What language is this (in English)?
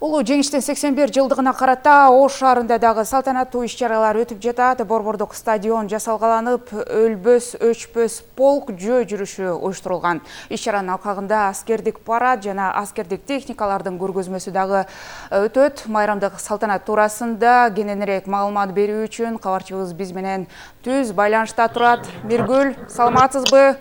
Kyrgyz